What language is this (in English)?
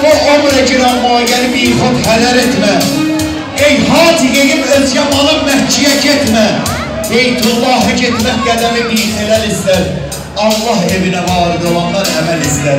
South Azerbaijani